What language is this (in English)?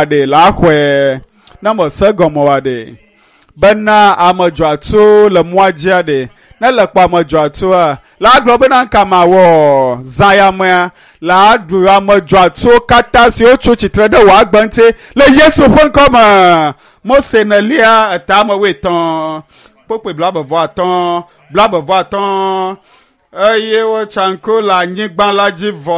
Ewe